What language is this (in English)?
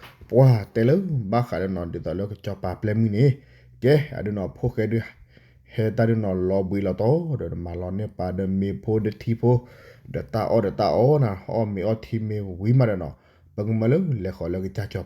S'gaw Karen